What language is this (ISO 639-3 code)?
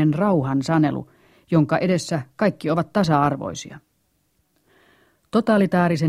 fin